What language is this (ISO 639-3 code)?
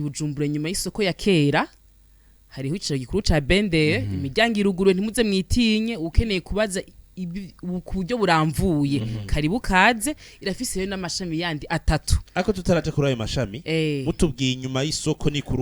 run